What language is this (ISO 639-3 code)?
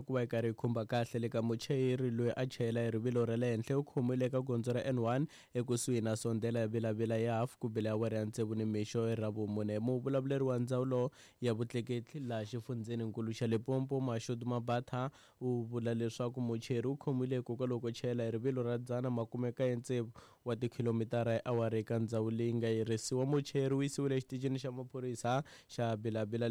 tso